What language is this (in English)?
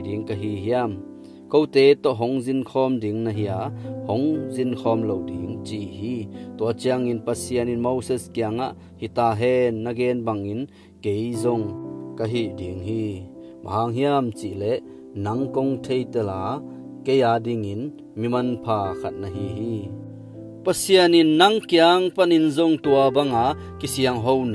Tedim Chin